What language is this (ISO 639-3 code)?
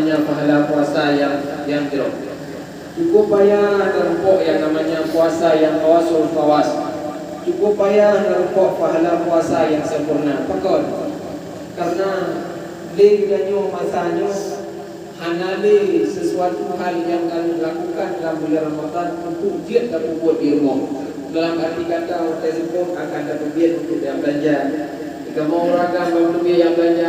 ace